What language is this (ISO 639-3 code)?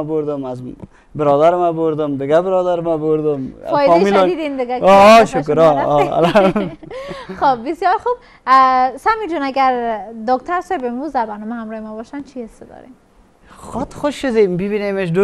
fas